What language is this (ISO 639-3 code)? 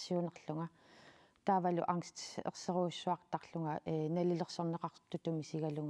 kal